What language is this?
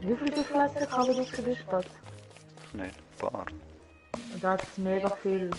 Swiss German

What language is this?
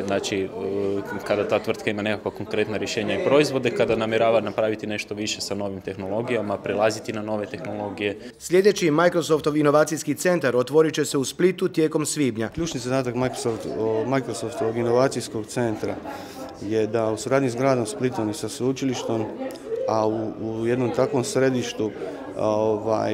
Croatian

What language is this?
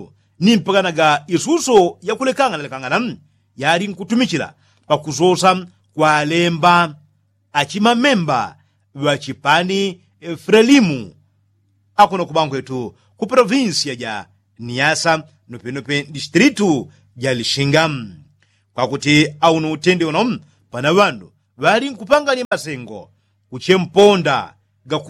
Yao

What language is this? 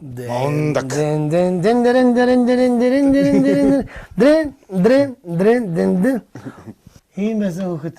Mongolian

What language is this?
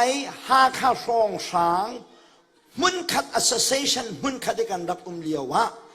Hakha Chin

